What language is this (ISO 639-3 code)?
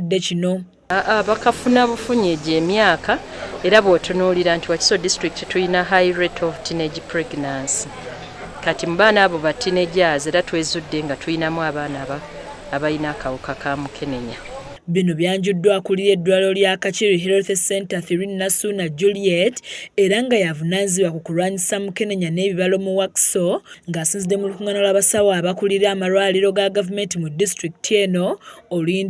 lug